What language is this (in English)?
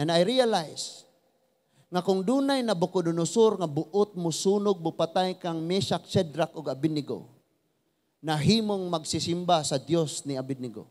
Cebuano